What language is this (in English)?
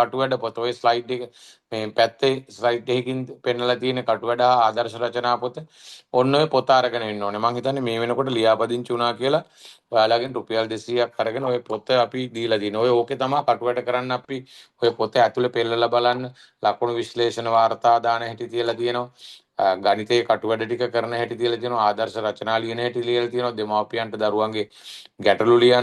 Sinhala